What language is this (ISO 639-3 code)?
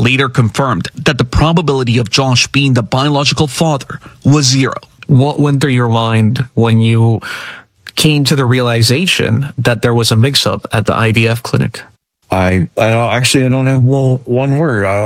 eng